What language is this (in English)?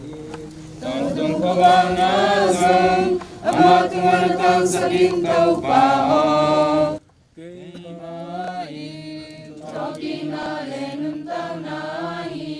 Tedim Chin